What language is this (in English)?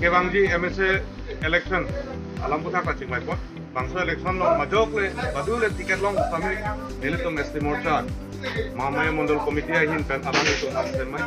Karbi